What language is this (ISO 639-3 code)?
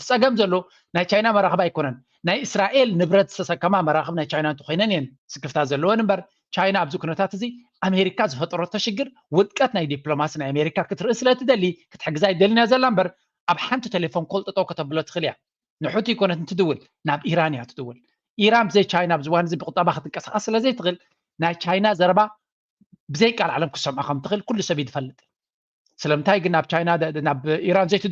tir